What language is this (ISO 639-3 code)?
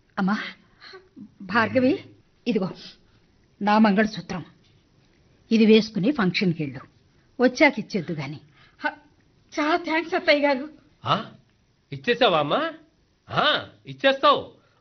tel